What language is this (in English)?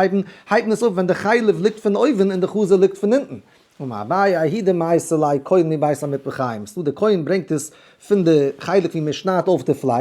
Yiddish